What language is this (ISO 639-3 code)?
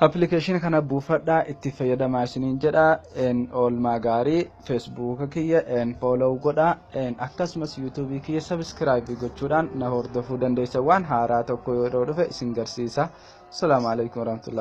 orm